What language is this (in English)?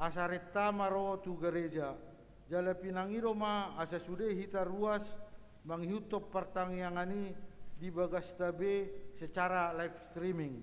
Batak Toba